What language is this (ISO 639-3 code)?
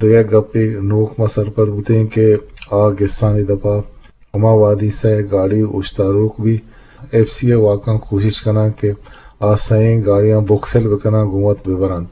bgp